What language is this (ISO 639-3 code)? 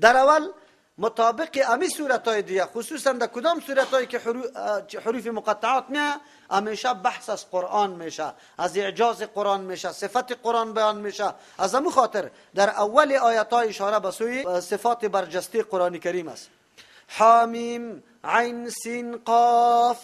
fas